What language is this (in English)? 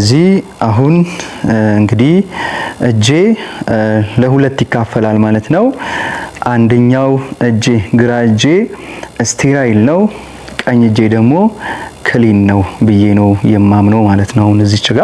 Amharic